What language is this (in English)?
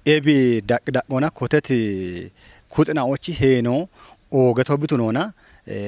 Kafa